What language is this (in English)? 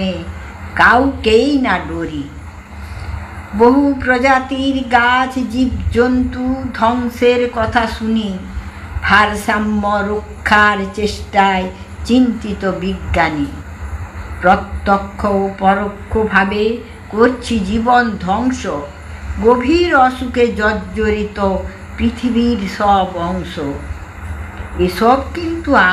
Bangla